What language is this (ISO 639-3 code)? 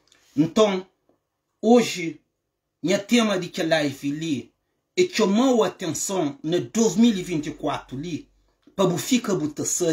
kea